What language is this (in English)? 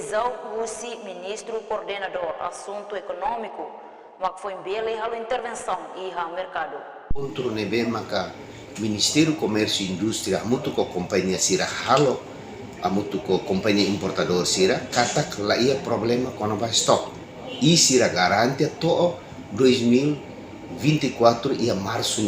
Tetum